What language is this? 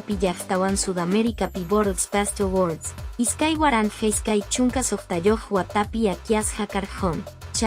Quechua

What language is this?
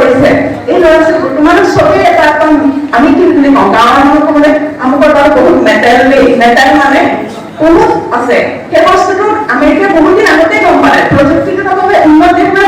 Assamese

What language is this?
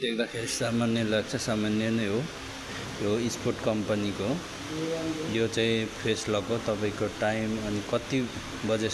Nepali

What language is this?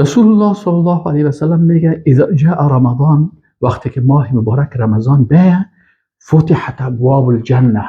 Persian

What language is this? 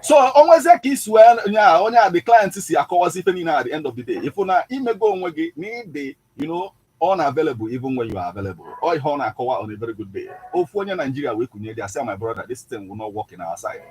Igbo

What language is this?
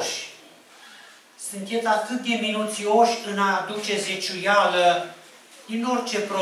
Romanian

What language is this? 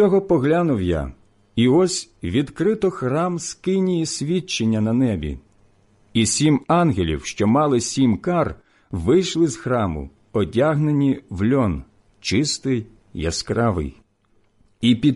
Ukrainian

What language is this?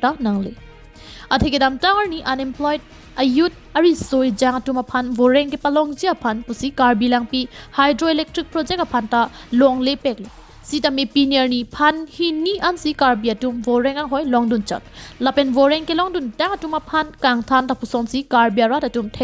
Karbi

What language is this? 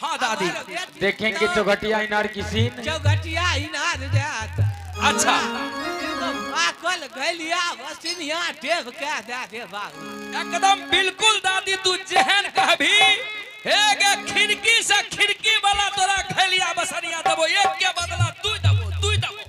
Angika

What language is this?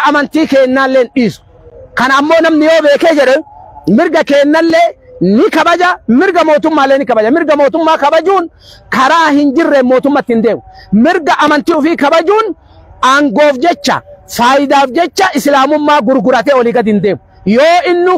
Oromo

